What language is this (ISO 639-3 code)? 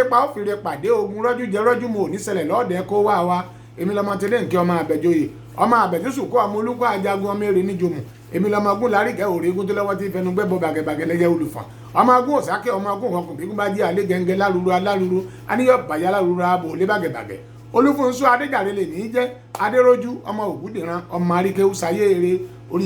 yor